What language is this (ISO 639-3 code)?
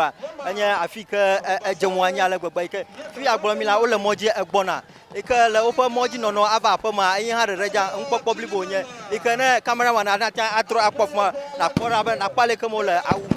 ewe